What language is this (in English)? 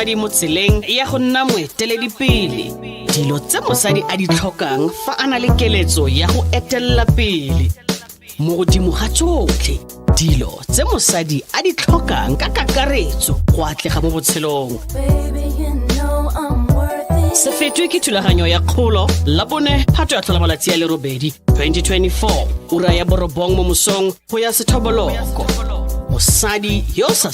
Tswana